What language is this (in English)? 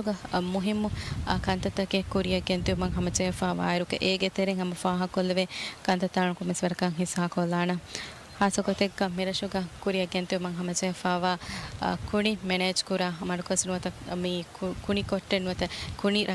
Divehi